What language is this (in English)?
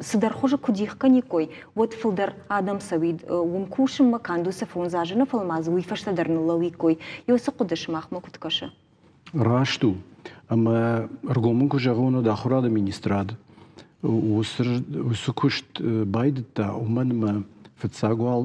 Ossetic